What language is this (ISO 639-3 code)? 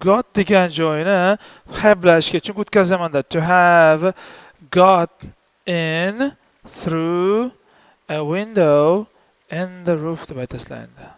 uzb